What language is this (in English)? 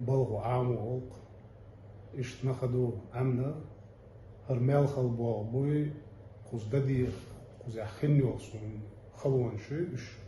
Chechen